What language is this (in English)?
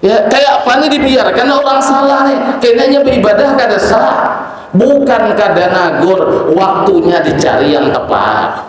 Banjar